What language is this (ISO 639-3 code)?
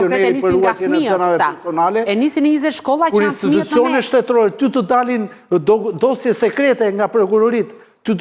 sqi